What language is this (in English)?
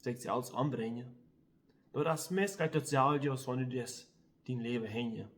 Plautdietsch